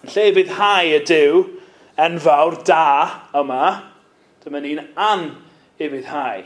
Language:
Welsh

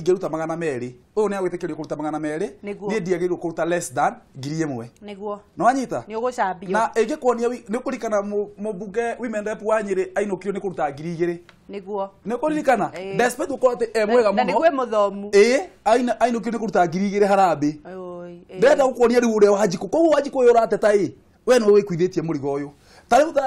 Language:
Kikuyu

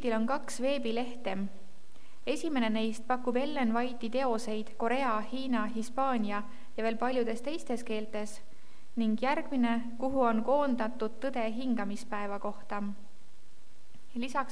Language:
Estonian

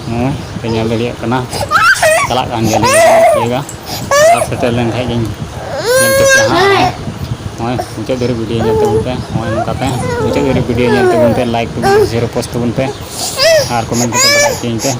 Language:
Santali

